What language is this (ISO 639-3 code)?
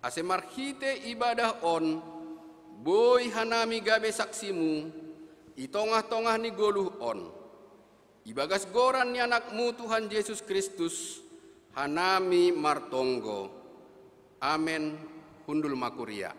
bts